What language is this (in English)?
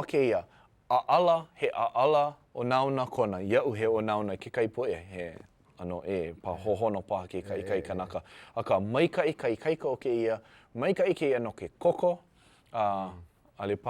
Hawaiian